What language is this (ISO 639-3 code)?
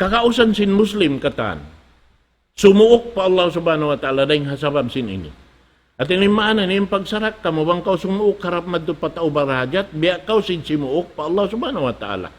tsg